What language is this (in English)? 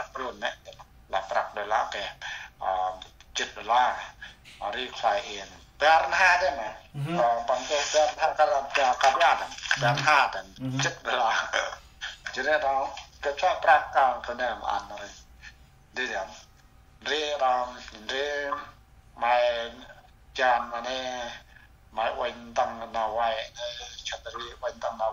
Central Mnong